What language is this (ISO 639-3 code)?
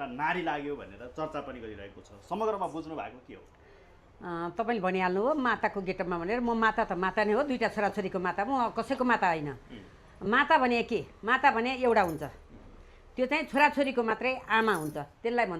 nep